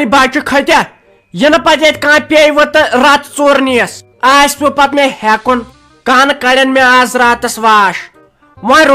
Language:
Kashmiri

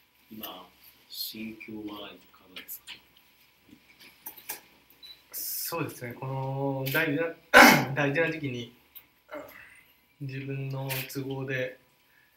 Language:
Japanese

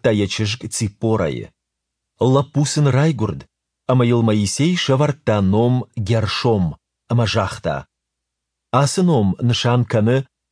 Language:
Ossetic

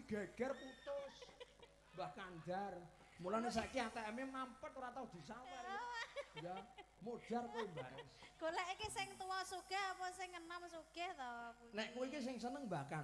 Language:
Javanese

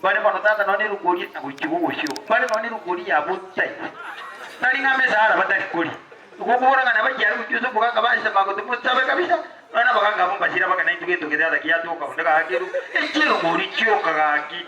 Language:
Gusii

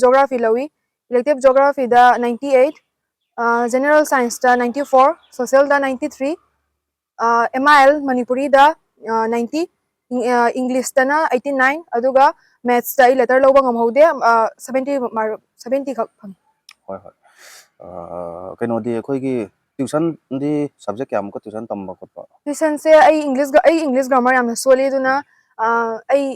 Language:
Manipuri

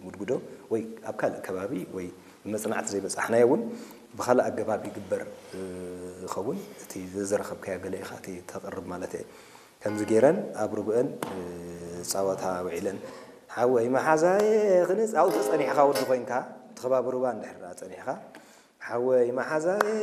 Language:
Tigrinya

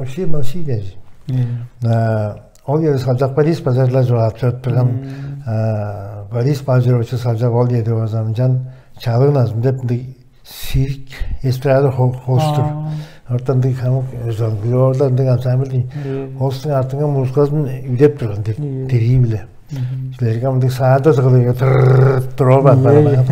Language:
Tuvinian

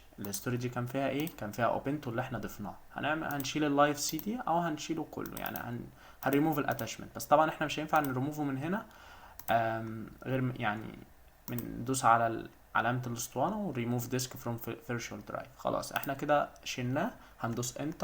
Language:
Egyptian Arabic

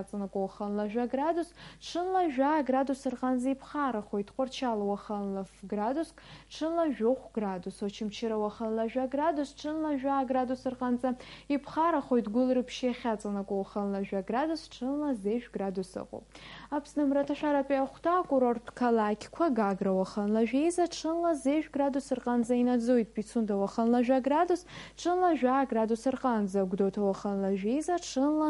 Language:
Abkhazian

